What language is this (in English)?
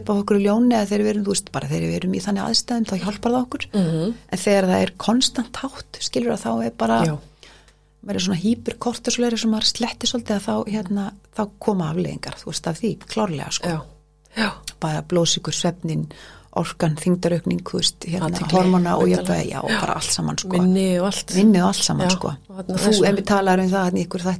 Icelandic